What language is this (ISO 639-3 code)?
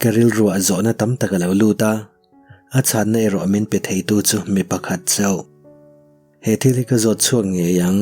lus